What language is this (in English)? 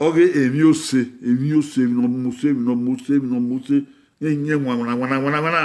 Bini